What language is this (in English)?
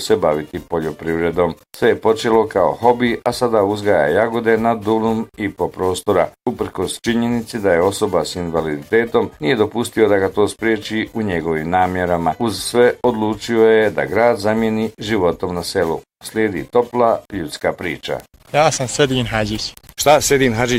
Bosnian